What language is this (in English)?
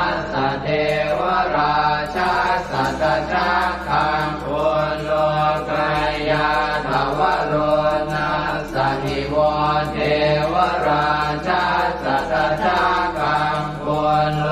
Pali